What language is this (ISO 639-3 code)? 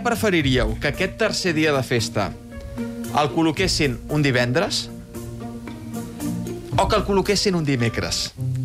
cat